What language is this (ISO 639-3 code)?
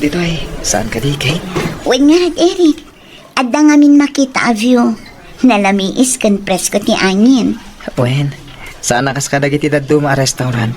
ilo